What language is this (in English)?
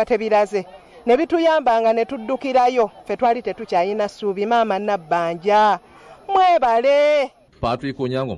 Ganda